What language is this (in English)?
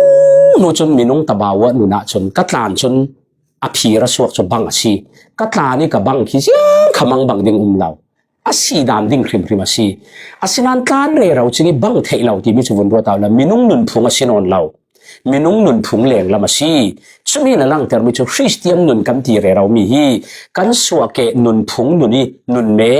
Falam Chin